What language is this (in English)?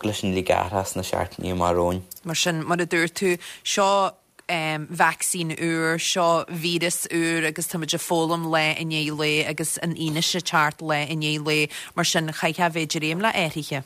Irish